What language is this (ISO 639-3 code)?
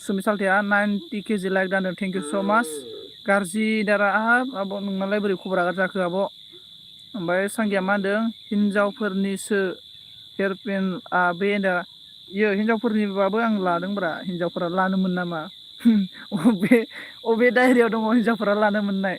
brx